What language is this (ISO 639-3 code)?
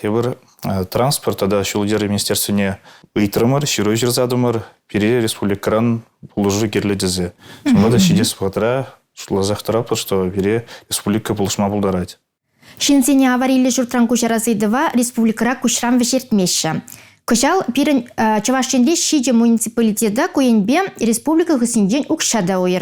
chv